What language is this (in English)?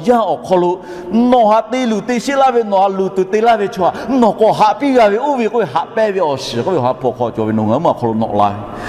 Lahu